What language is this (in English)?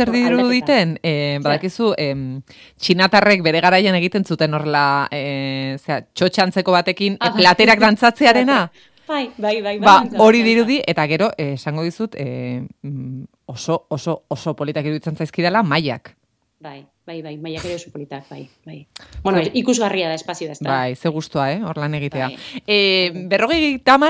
Basque